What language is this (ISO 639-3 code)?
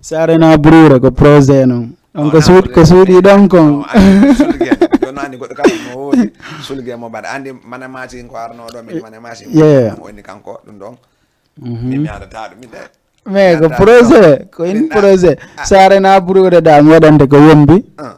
ful